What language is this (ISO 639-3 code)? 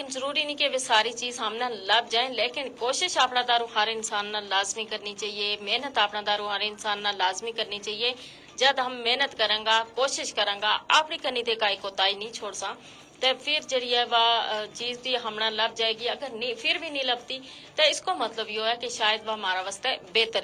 gju